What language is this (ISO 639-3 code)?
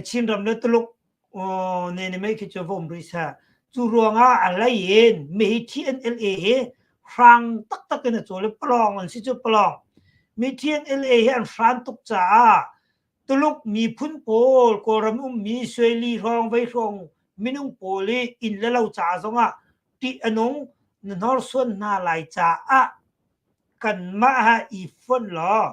cnh